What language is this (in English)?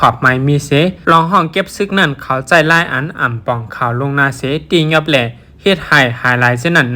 Shan